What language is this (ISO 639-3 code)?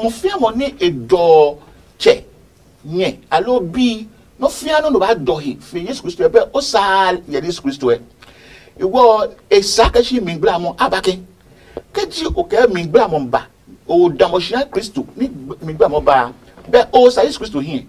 ada